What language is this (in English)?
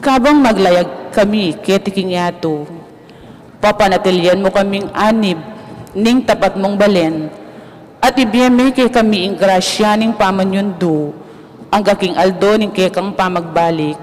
Pampanga